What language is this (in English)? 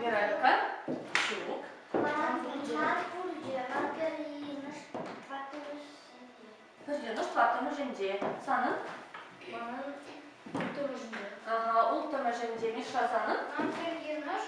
Chuvash